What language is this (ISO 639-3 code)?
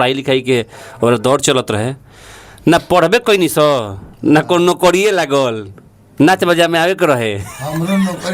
bho